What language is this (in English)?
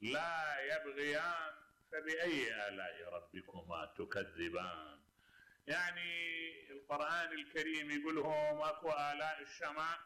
Mesopotamian Arabic